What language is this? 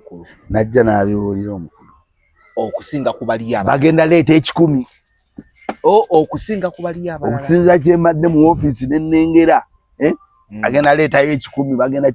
Ganda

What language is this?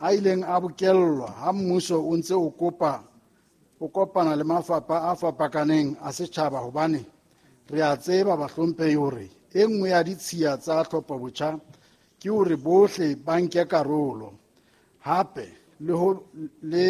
Southern Sotho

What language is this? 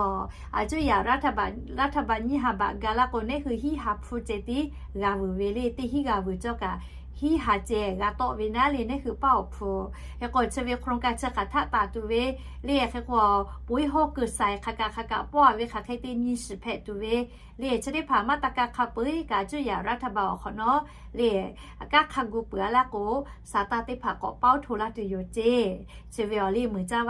Lahu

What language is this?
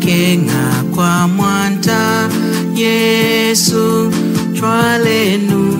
Lunda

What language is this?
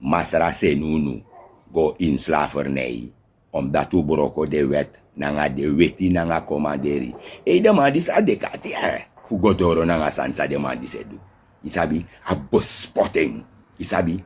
Sranan Tongo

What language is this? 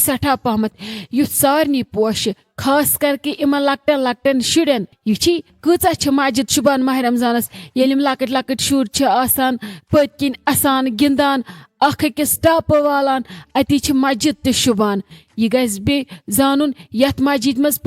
Kashmiri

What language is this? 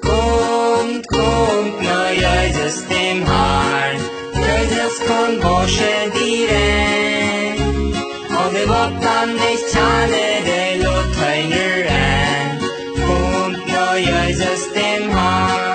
Plautdietsch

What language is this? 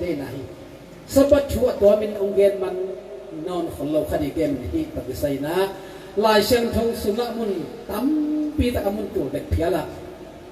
Tedim Chin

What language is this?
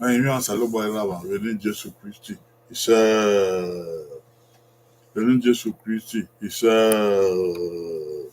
Bini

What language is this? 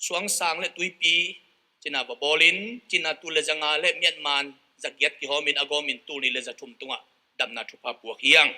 Tedim Chin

